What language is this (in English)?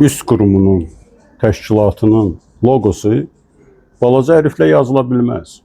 Azerbaijani